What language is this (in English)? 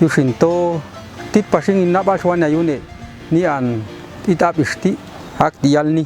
Popti'